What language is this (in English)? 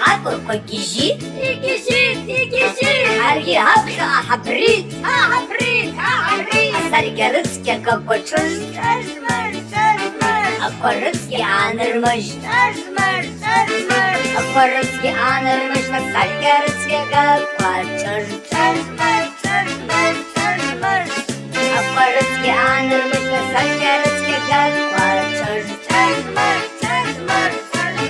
Abkhazian